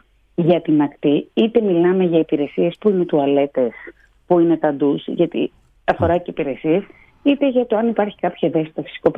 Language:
Greek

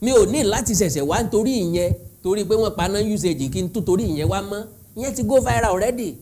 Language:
Yoruba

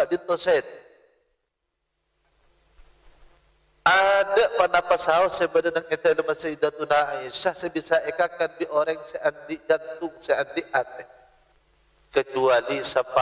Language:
Madurese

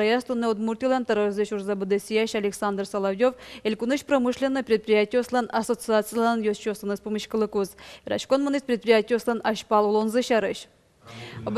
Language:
Udmurt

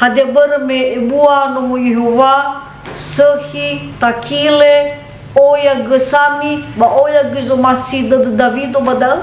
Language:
Nias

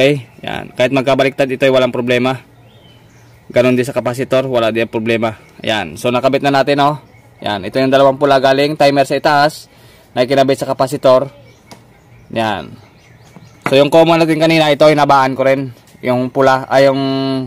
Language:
Filipino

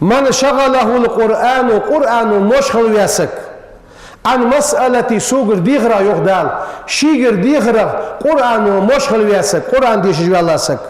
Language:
Ingush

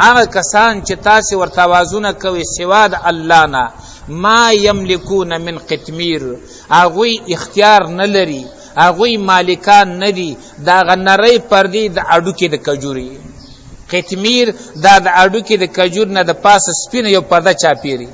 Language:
Pashto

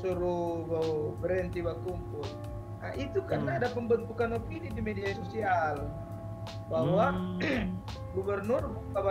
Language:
Manado Malay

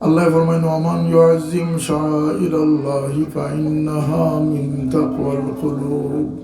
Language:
Sylheti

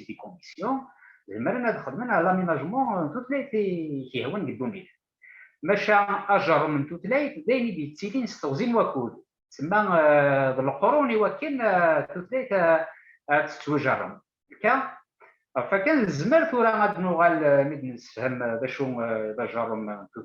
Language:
Kabyle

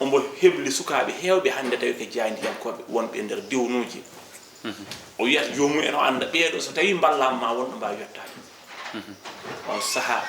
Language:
Fula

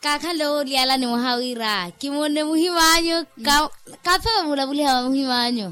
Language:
Makhuwa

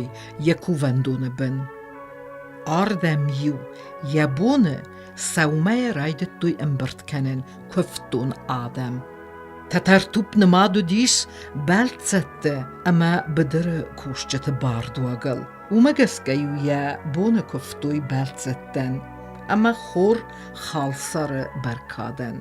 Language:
Ossetic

